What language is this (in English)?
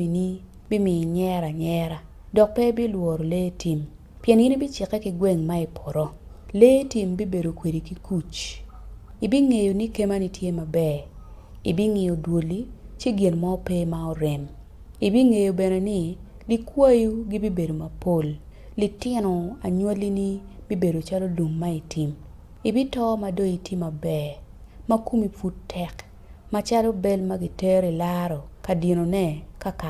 Acoli